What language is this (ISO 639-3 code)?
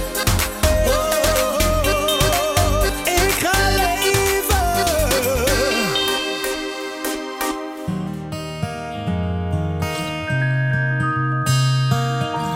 nld